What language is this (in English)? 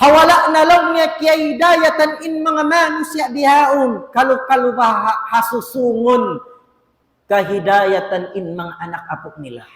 Tausug